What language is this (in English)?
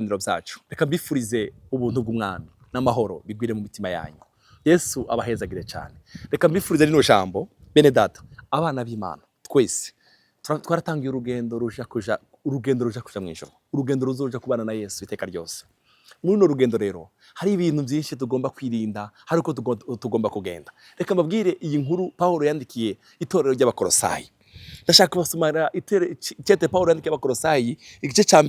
Rundi